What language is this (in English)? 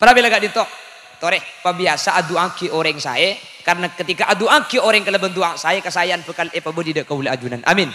Madurese